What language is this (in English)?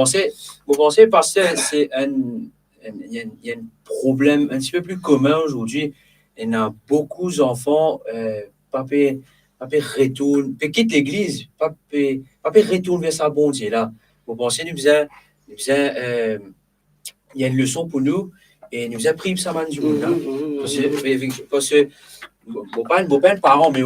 Morisyen